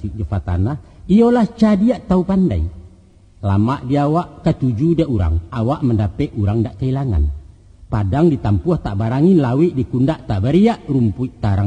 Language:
Minangkabau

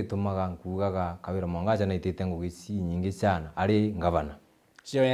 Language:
Meru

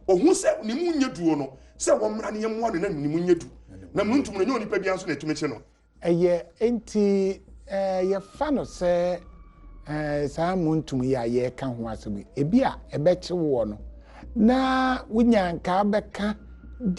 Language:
Akan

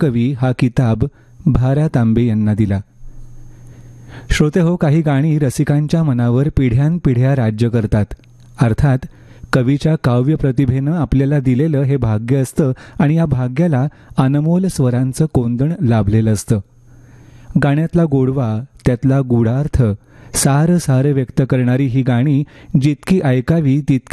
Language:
Marathi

